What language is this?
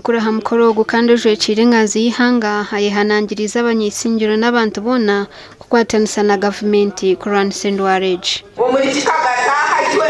Nyankole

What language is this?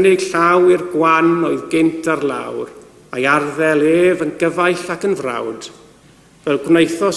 Welsh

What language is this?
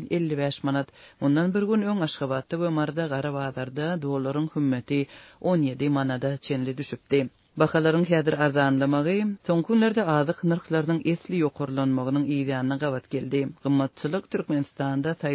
Turkmen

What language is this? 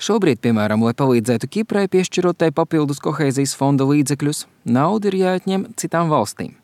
Latvian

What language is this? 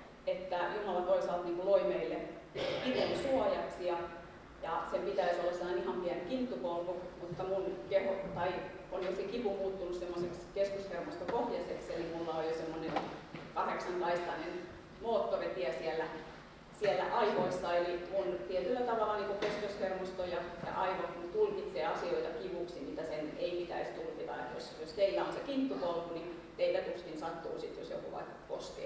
Finnish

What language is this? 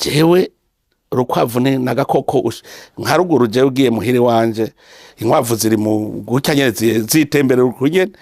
Rundi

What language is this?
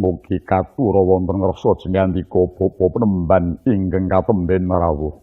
Javanese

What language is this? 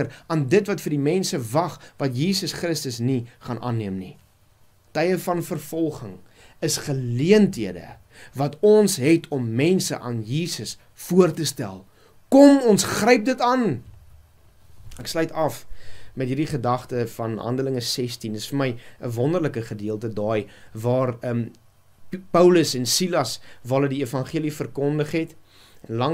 Afrikaans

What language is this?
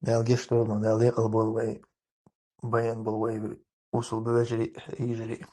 Chechen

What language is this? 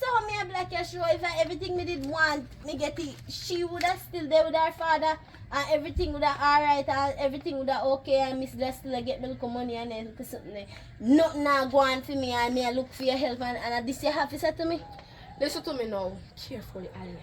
Jamaican Creole English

